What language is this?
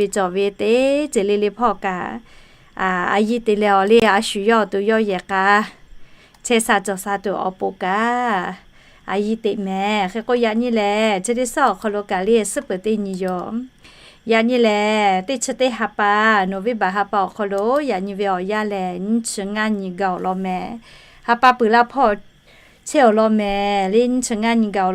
Lahu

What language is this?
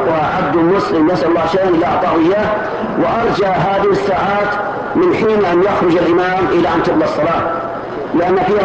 Arabic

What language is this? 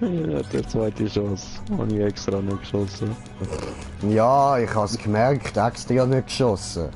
Swiss German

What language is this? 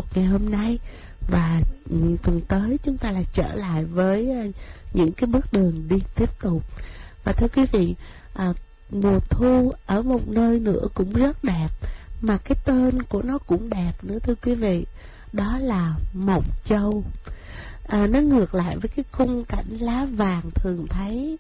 Vietnamese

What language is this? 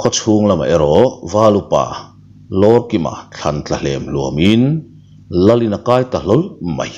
Mizo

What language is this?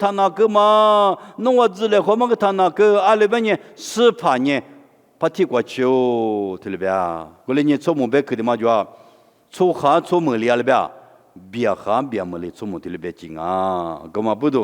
Lisu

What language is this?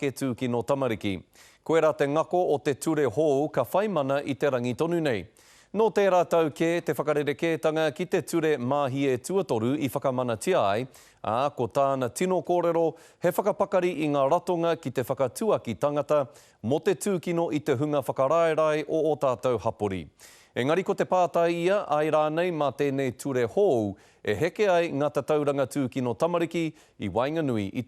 Māori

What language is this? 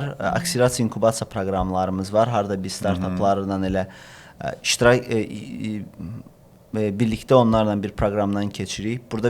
Azerbaijani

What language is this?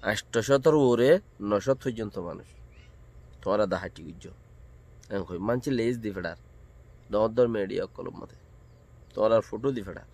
Rohingya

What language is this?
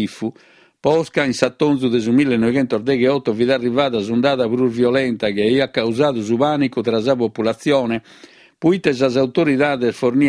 Sardinian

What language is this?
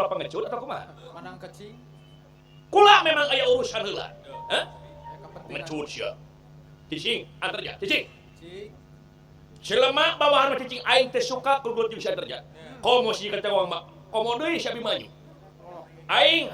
Sundanese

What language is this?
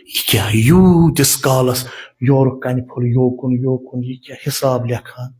Kashmiri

